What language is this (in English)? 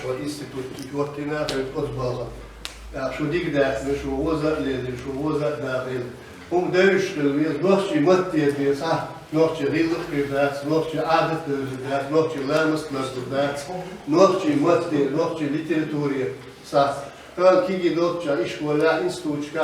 Chechen